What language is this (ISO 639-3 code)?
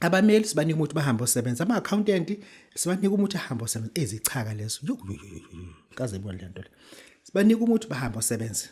zul